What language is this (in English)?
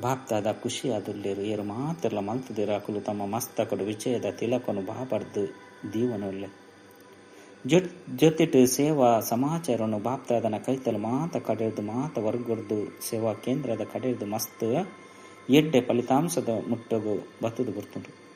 Tulu